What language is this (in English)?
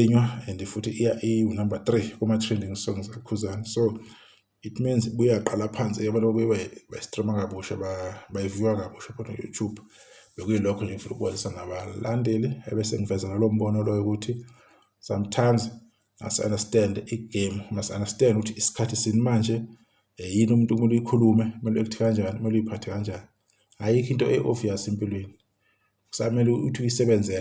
Zulu